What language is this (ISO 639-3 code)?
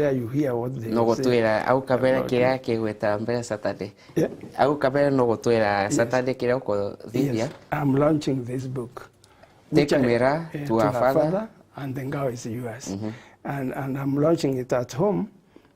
mer